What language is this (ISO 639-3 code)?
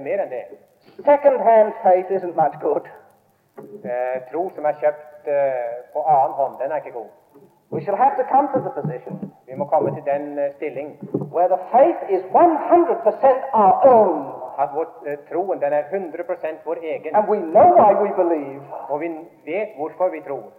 nor